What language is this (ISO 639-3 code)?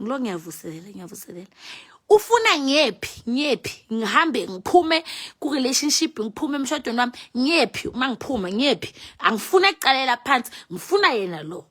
zul